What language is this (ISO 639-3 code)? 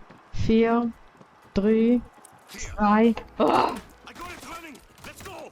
gsw